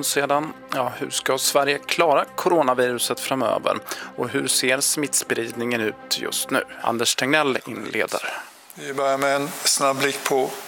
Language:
Swedish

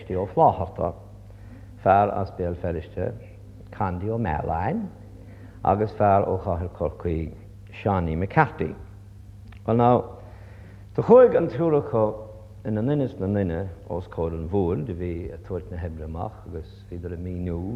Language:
Irish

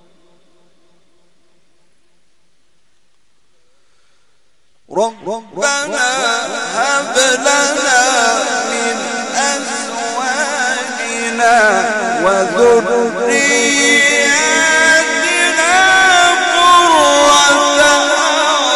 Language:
Arabic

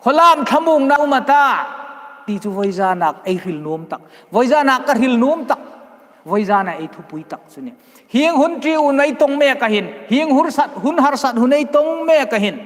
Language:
Hmar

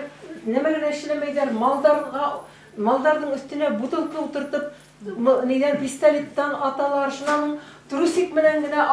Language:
Bashkir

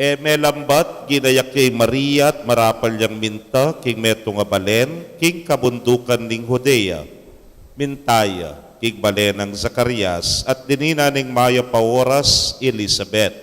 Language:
Pampanga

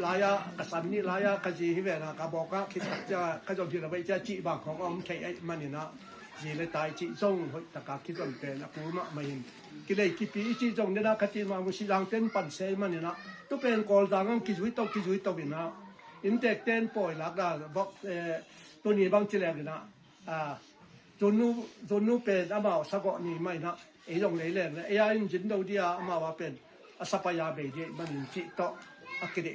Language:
Tedim Chin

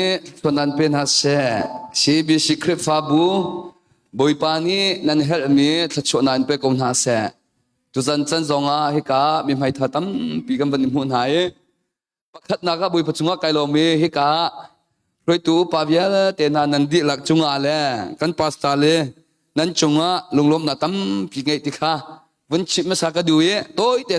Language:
Hakha Chin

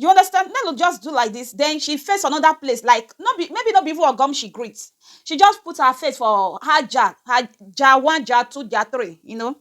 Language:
Nigerian Pidgin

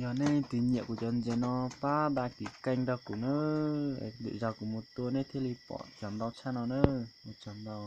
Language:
Hmong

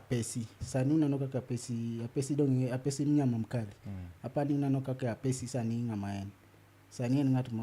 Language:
Luo (Kenya and Tanzania)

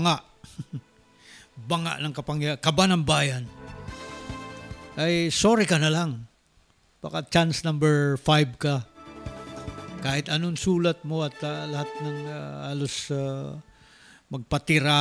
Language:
Filipino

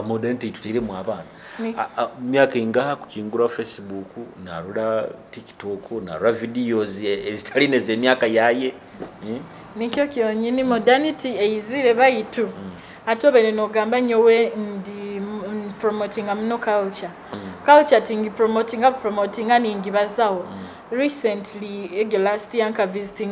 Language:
Nyoro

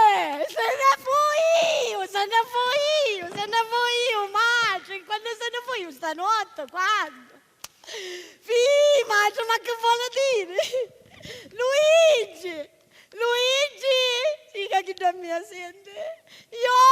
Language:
Sicilian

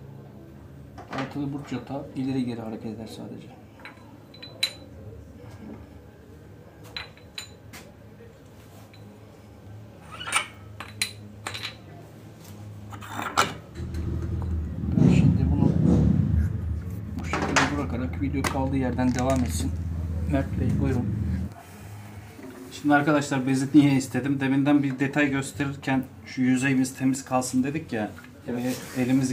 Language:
Turkish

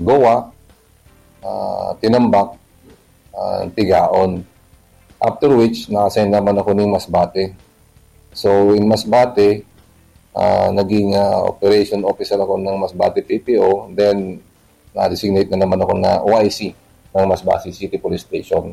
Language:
Bikol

